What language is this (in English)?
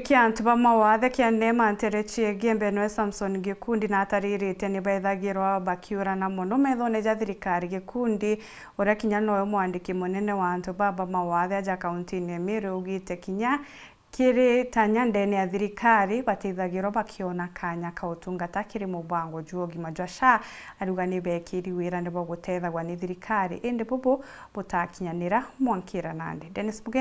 Meru